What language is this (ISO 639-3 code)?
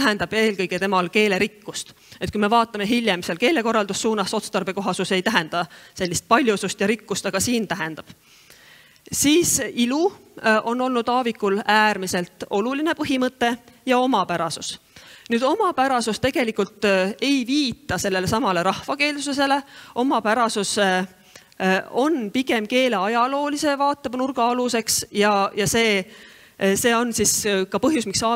est